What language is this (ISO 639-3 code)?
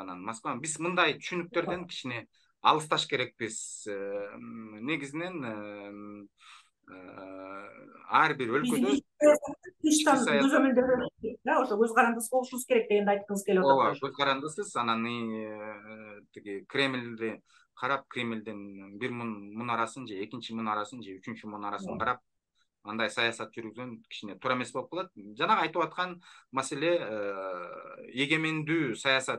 kir